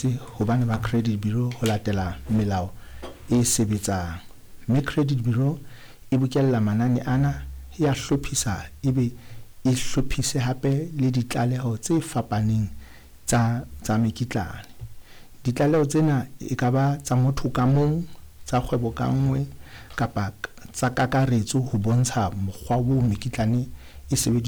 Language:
Southern Sotho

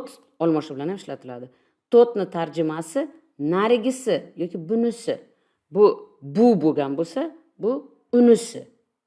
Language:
Uzbek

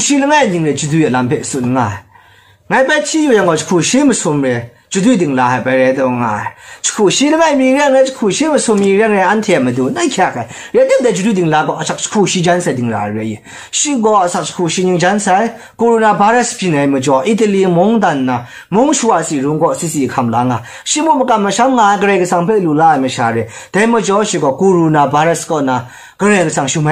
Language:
Kachin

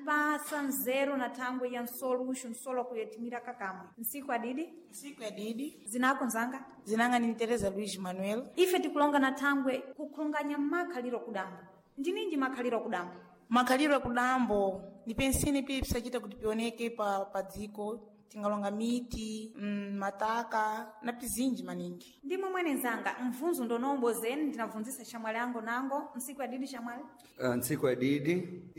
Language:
Sena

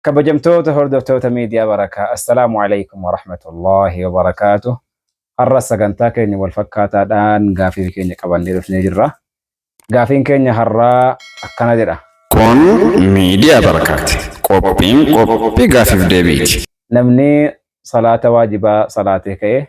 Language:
Oromo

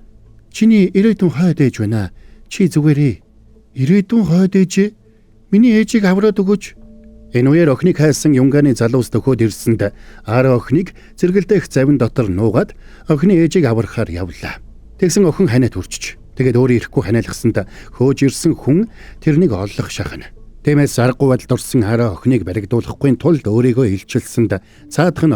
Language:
Mongolian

